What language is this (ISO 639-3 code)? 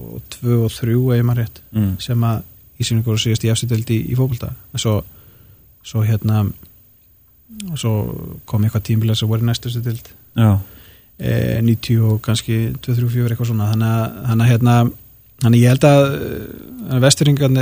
isl